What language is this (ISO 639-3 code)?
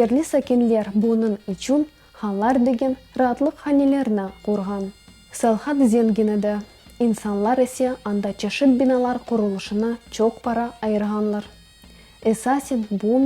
crh